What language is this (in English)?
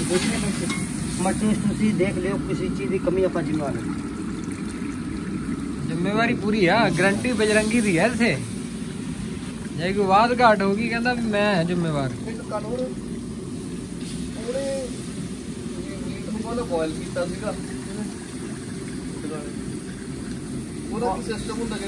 Punjabi